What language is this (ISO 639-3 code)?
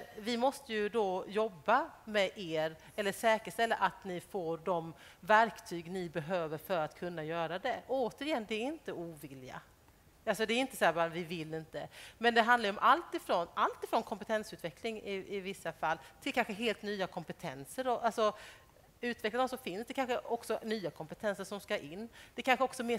swe